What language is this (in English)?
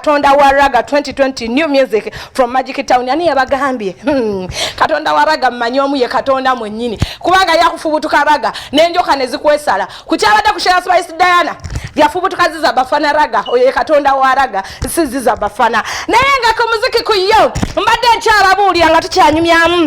Ganda